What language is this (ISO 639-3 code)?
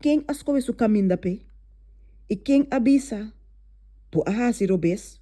pap